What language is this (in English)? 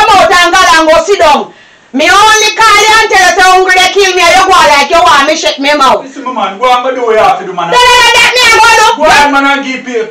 Jamaican Creole English